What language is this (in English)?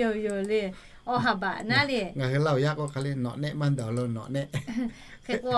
Lahu